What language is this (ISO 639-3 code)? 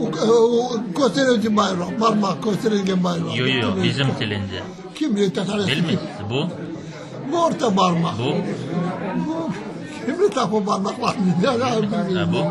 crh